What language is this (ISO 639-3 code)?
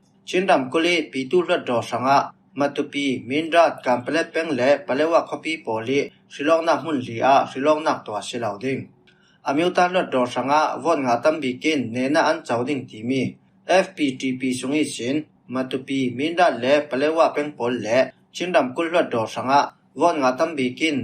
cfm